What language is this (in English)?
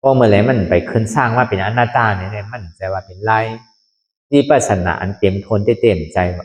Shan